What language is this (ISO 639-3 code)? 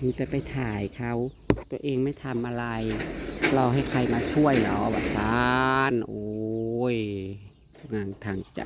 tts